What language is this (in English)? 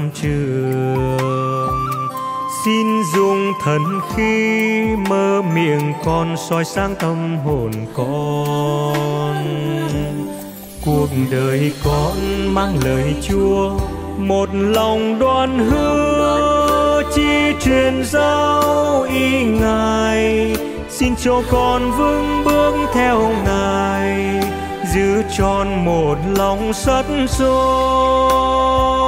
Vietnamese